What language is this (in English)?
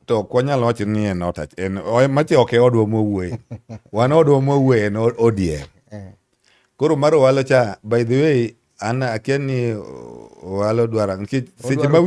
Luo (Kenya and Tanzania)